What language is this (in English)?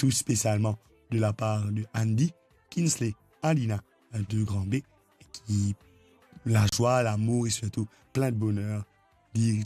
Morisyen